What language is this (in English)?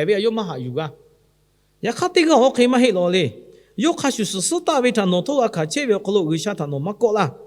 Lahu